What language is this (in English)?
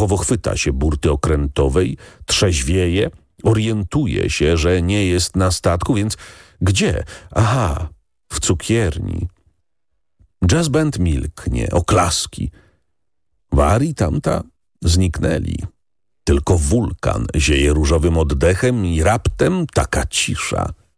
Polish